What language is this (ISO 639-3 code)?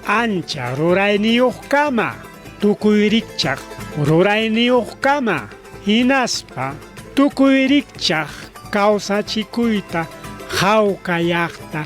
quy